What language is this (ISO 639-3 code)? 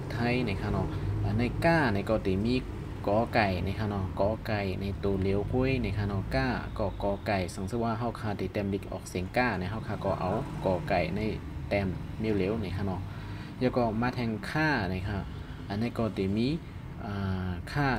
shn